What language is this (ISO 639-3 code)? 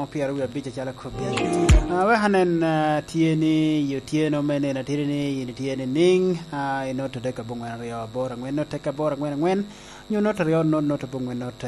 laj